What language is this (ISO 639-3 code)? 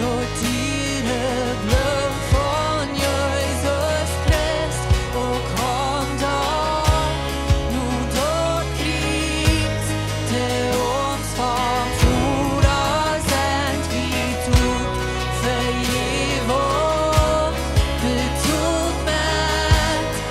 pdt